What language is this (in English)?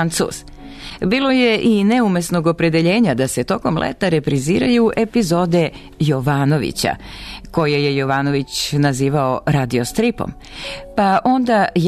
Serbian